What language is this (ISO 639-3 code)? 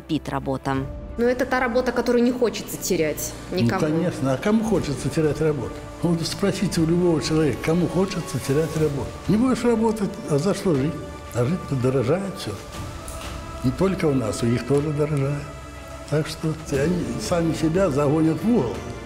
rus